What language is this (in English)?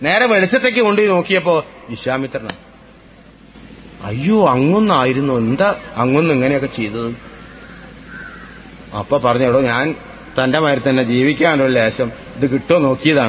Malayalam